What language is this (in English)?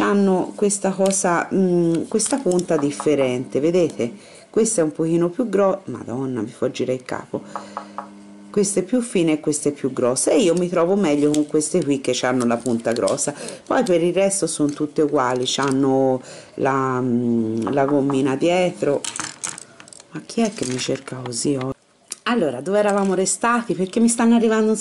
Italian